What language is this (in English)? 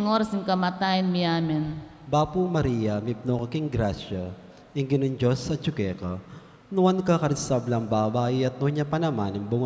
Pampanga